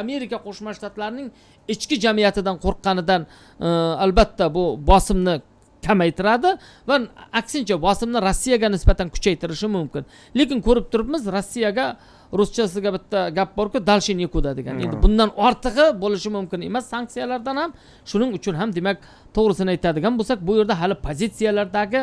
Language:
Uzbek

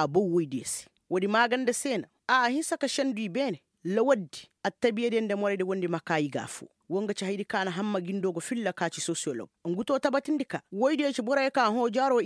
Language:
Koyraboro Senni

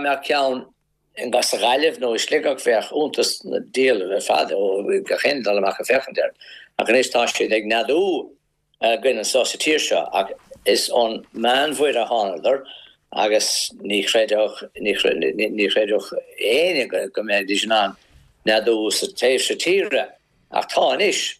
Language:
Irish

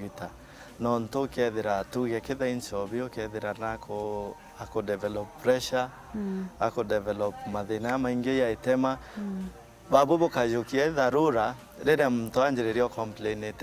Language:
Meru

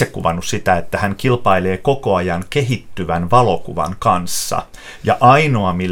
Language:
Finnish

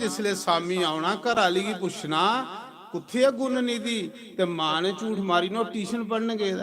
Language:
Dogri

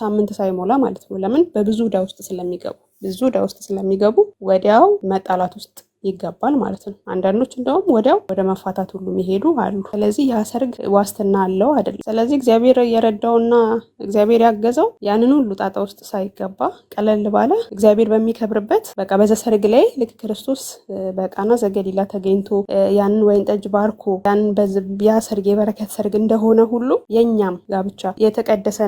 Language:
Amharic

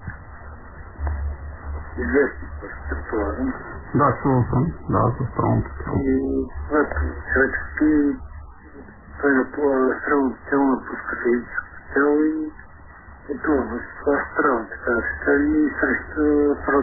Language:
Bulgarian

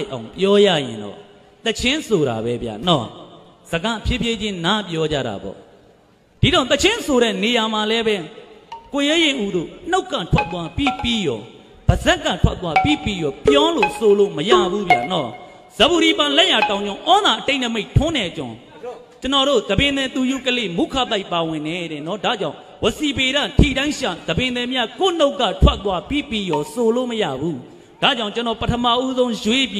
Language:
Burmese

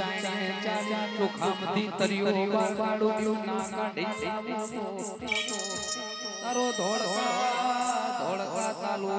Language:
Gujarati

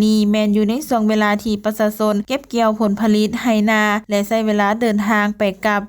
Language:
Lao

